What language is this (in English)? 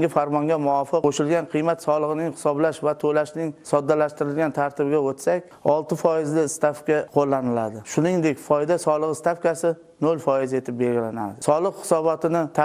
Uzbek